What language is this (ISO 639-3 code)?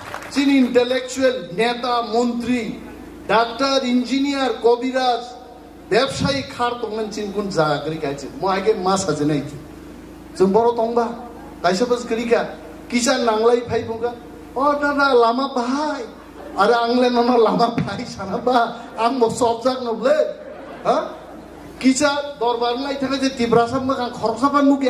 trp